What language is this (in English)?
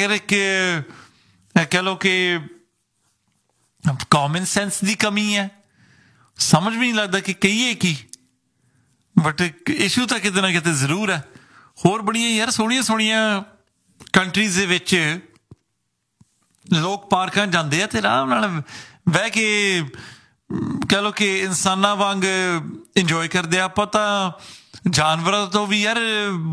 Punjabi